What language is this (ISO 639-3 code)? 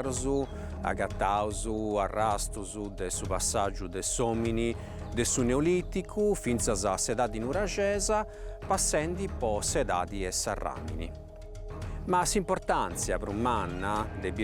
srd